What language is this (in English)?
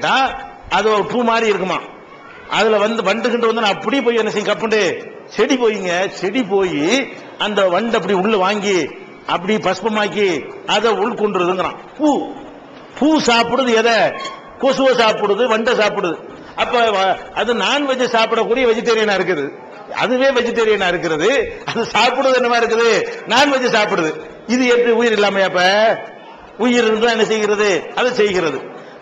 Tamil